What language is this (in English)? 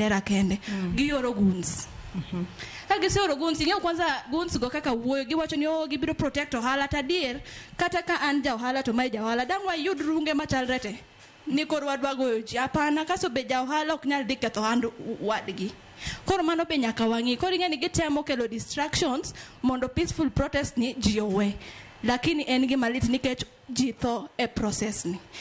Luo (Kenya and Tanzania)